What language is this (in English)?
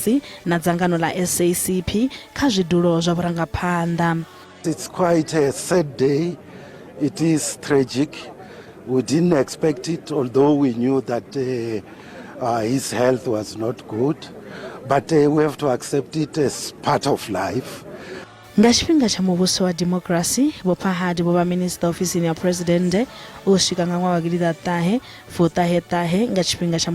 Venda